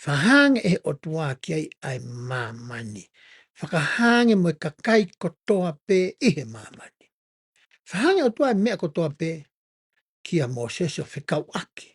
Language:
Tongan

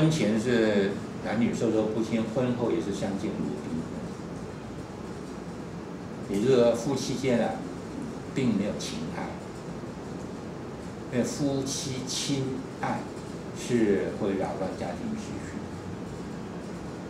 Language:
Chinese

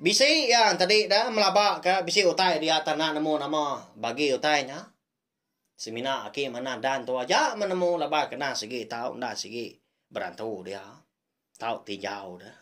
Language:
Iban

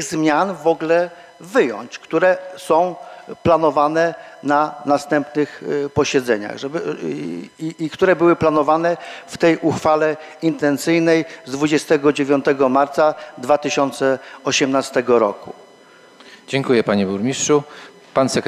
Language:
Polish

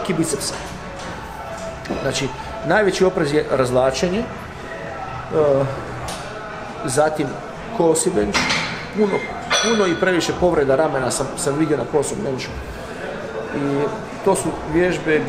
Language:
Croatian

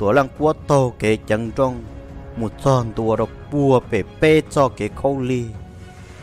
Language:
Vietnamese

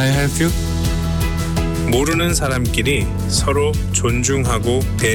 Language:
Korean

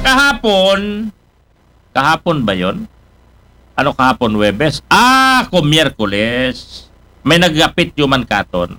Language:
Aklanon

